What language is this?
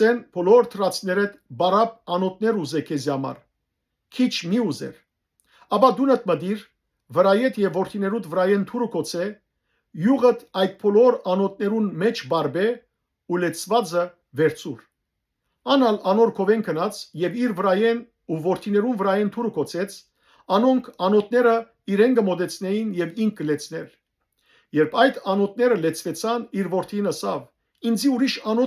Western Armenian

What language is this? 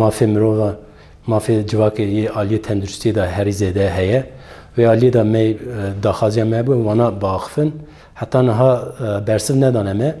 Kurdish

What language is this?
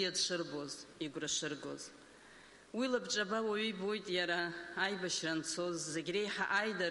Abkhazian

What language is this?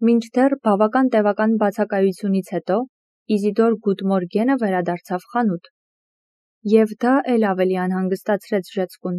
Armenian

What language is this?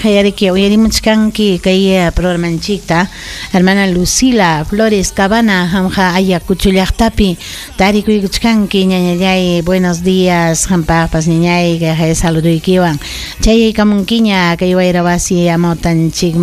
Ayacucho Quechua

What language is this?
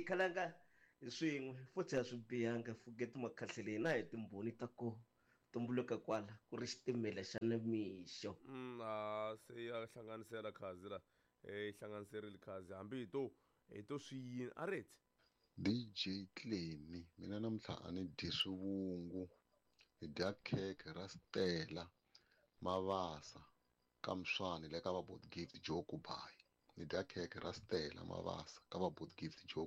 Tsonga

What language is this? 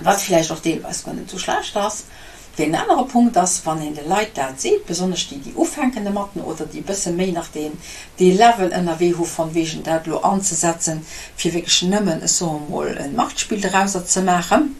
Luxembourgish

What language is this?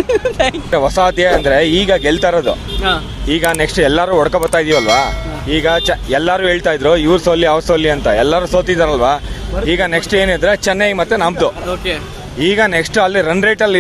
Kannada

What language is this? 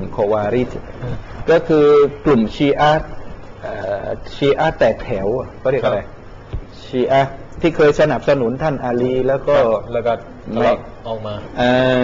Thai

